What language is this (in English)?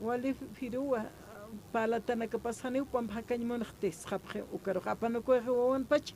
Aymara